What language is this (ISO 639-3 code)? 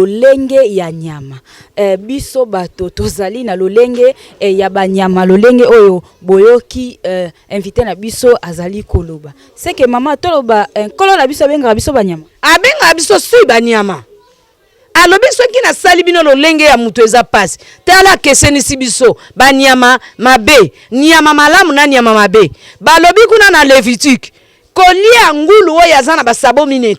lin